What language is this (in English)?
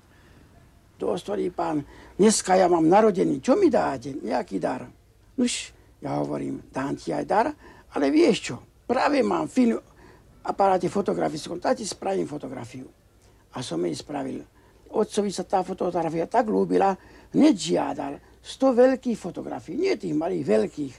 Slovak